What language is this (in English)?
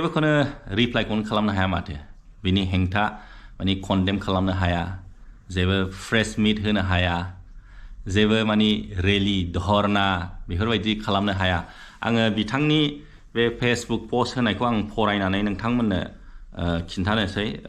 Bodo